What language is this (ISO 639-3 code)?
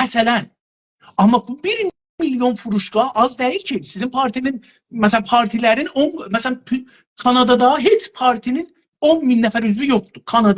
azb